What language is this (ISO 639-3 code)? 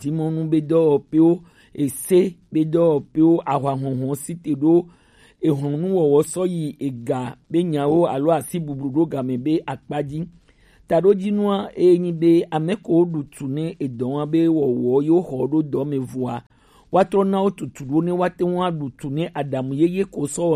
gej